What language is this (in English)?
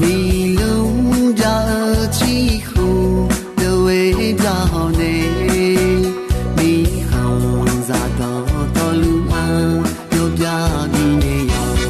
Akha